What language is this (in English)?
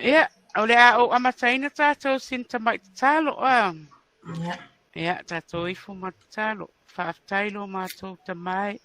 Samoan